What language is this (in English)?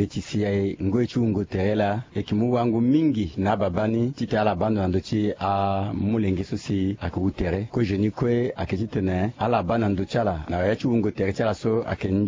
Sango